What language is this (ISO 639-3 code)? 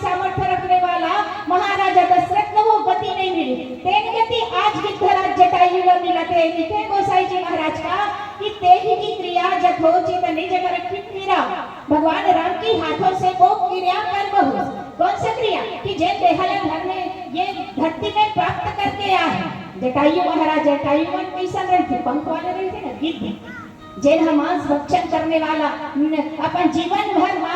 hne